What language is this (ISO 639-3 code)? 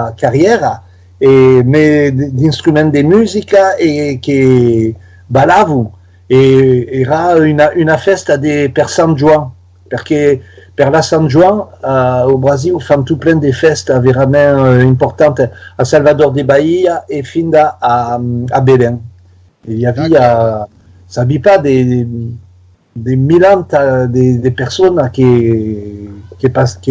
oci